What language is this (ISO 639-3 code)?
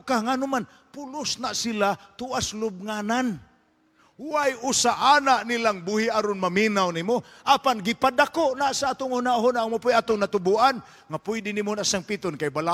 ceb